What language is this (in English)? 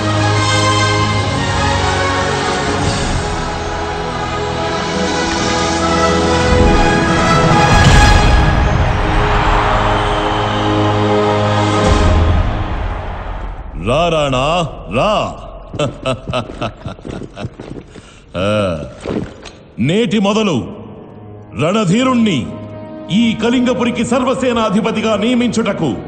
Telugu